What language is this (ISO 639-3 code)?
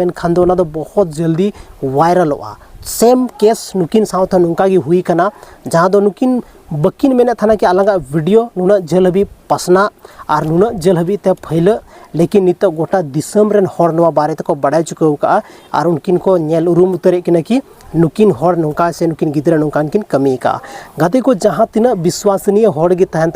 sat